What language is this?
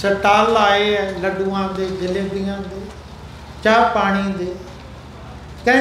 Punjabi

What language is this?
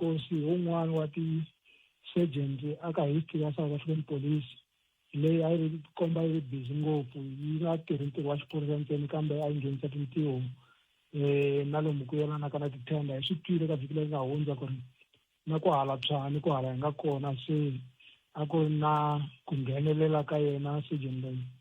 Tsonga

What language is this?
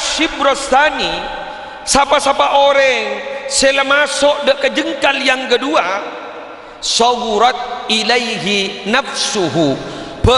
Madurese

